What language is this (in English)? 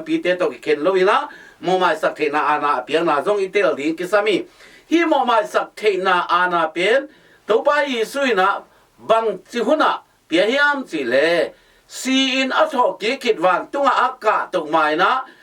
Tedim Chin